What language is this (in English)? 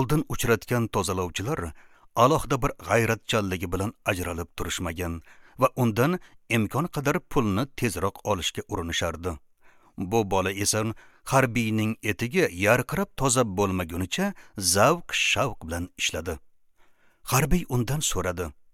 Uzbek